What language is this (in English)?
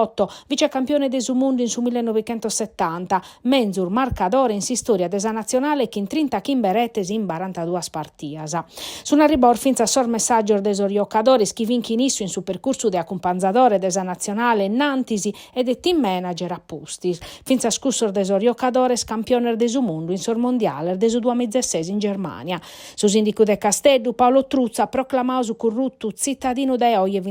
Sardinian